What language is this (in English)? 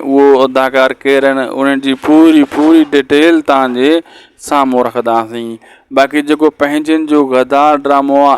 Sindhi